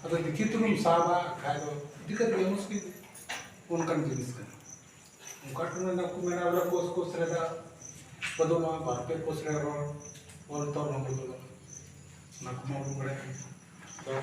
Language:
Santali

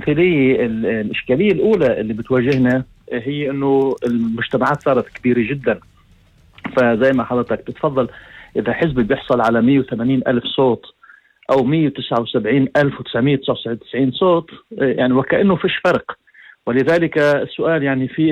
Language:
North Levantine Arabic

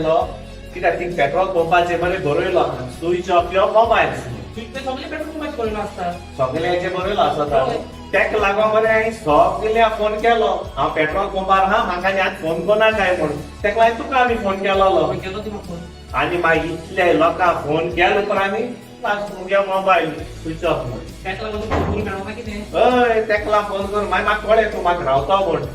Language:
Konkani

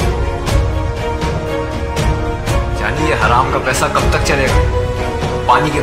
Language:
Hindi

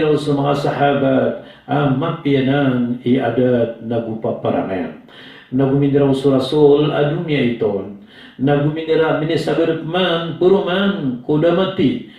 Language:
Maranao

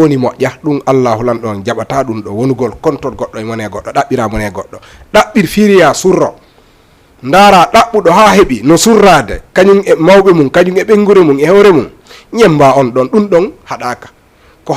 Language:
Fula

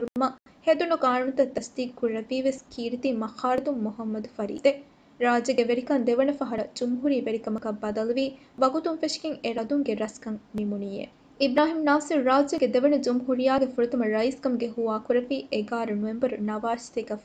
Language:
Divehi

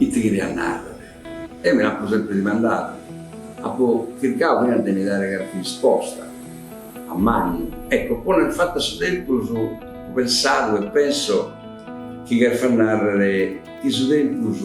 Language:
Sardinian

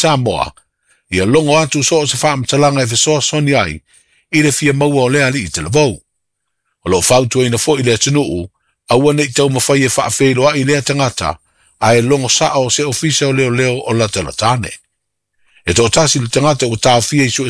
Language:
Samoan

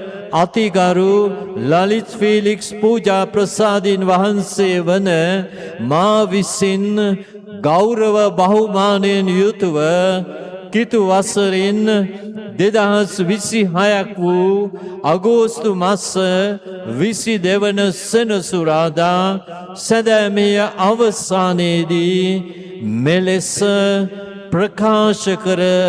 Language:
Sinhala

